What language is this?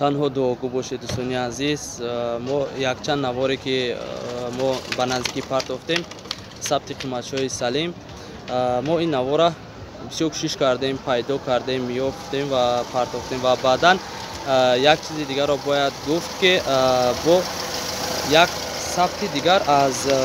Tajik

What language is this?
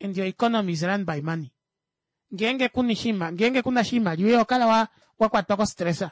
Kuanyama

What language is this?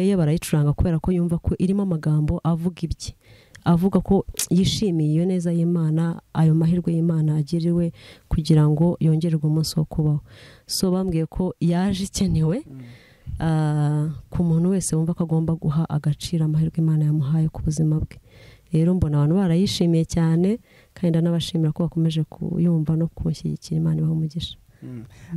Kinyarwanda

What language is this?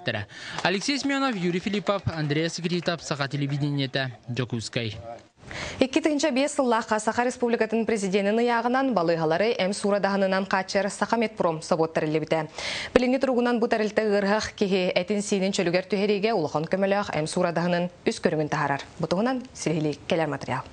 Yakut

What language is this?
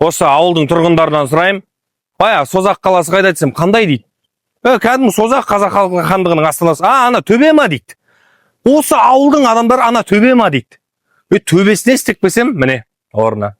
Kazakh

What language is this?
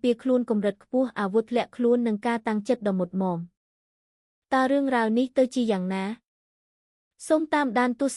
Khmer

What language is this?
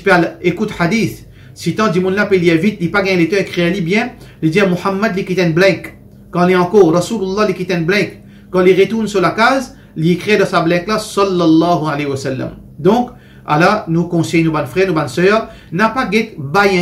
Morisyen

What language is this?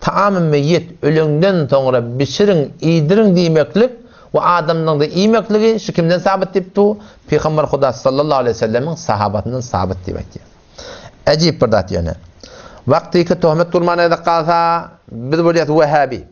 Turkmen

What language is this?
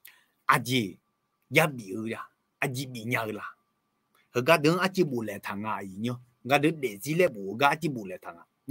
Akha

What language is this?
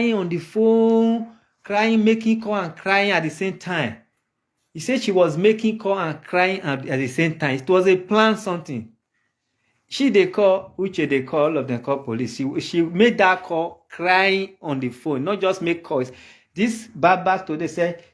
Nigerian Pidgin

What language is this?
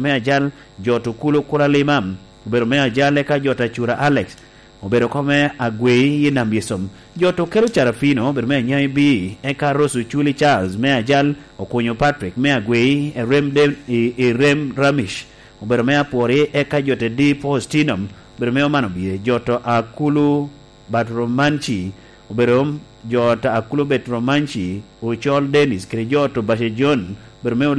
Lango (Uganda)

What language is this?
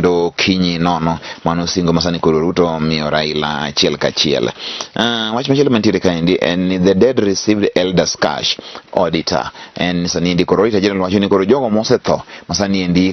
Luo (Kenya and Tanzania)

